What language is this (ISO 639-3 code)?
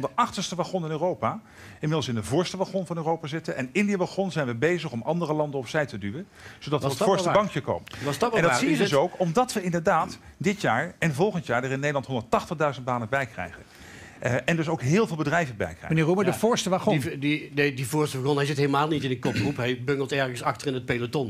nld